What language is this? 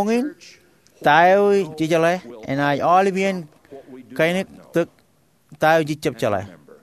Marshallese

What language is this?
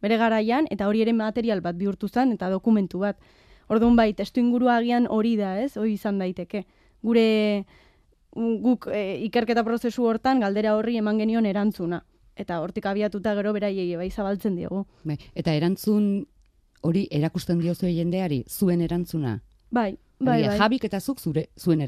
Basque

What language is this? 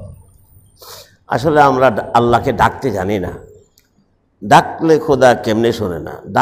Bangla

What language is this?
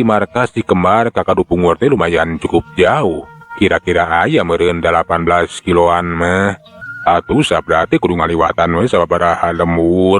Sundanese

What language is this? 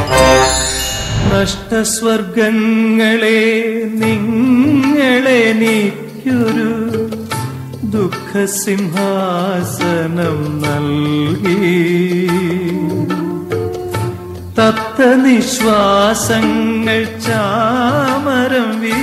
Malayalam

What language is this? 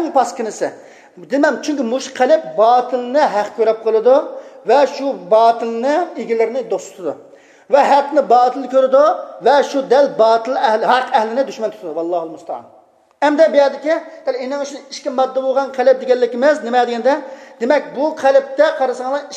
Uyghur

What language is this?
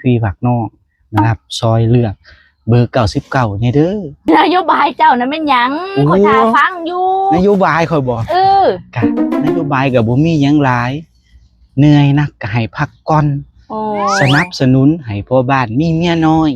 Northeastern Thai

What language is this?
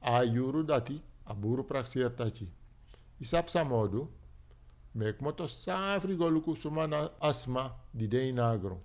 Sranan Tongo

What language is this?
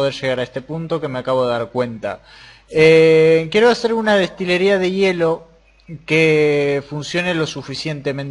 Spanish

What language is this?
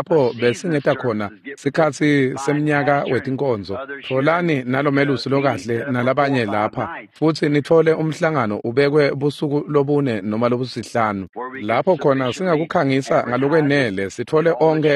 Swati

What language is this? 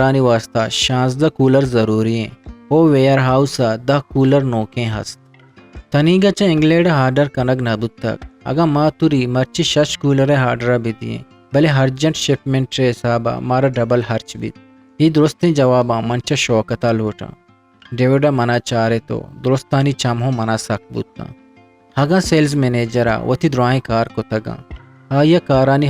Eastern Balochi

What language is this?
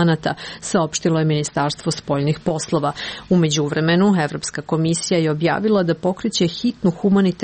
Serbian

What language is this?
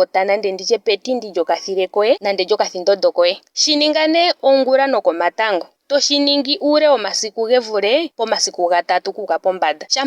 Ndonga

